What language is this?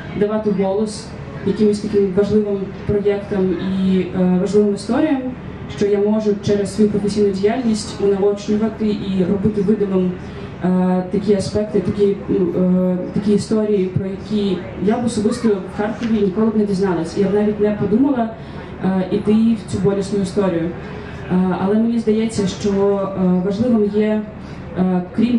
Ukrainian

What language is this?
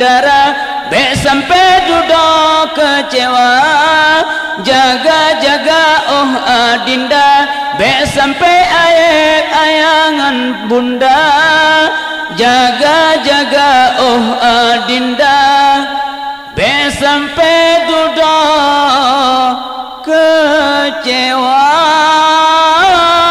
Malay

